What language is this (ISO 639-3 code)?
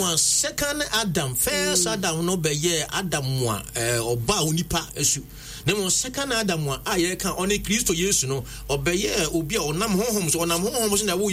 aka